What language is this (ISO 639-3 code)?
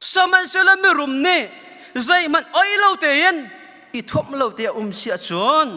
cnh